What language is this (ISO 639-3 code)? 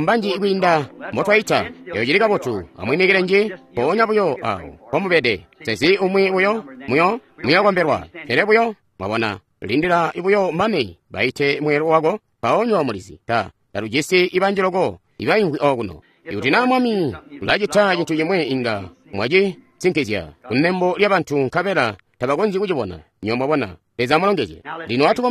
toi